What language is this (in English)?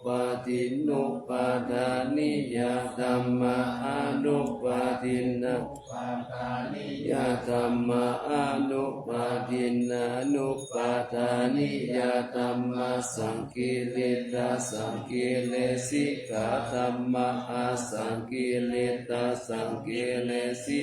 Pali